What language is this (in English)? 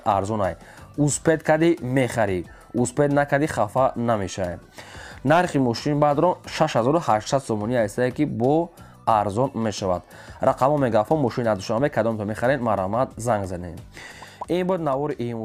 Tajik